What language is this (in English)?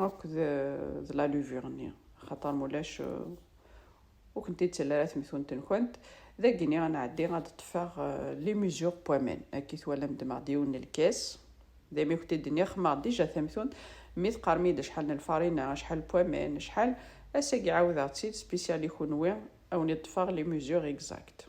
Kabyle